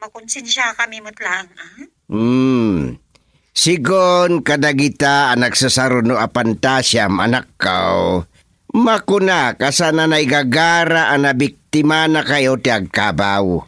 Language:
Iloko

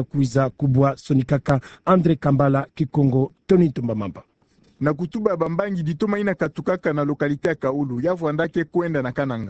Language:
Kituba (Democratic Republic of Congo)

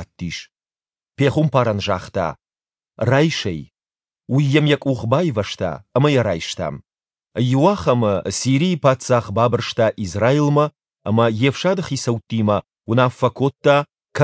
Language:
Ossetic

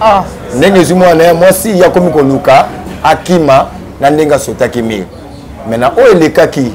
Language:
Lingala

